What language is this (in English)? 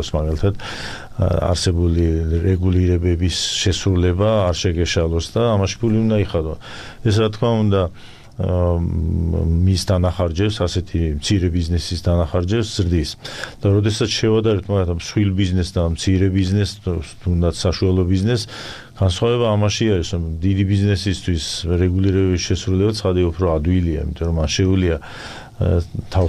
Georgian